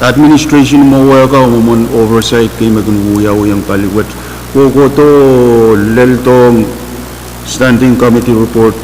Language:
Pohnpeian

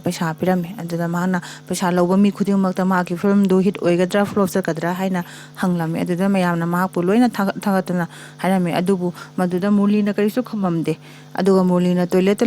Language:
Manipuri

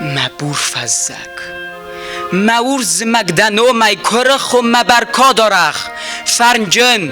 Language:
Ossetic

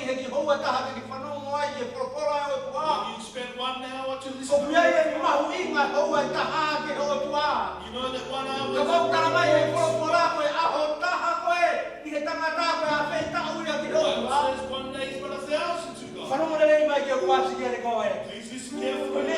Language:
Tongan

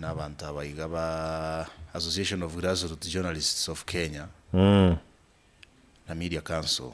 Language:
Gusii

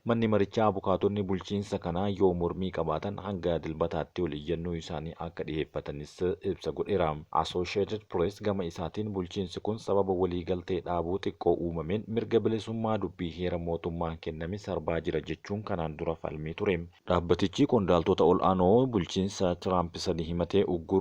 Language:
Oromo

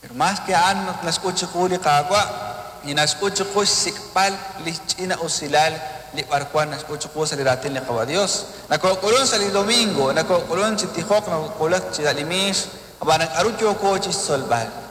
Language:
Kekchí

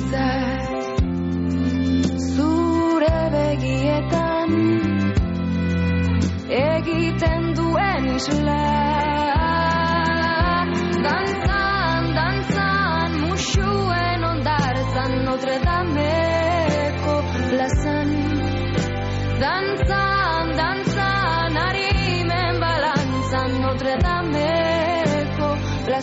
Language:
Basque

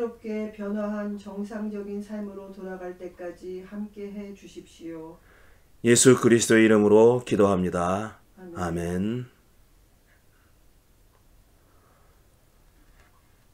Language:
Korean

